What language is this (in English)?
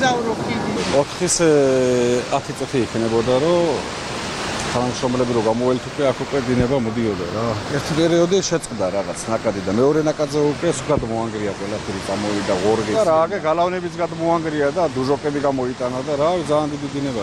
Georgian